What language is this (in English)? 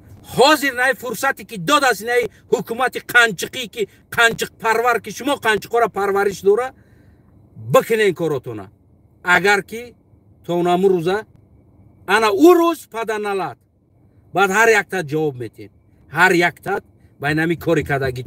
Tajik